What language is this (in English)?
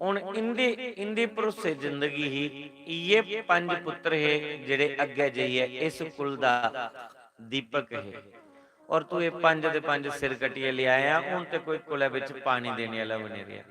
Dogri